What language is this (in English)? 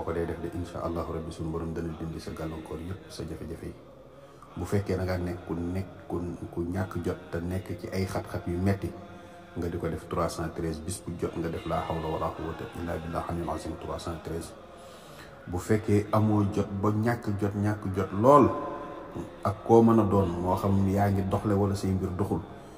Wolof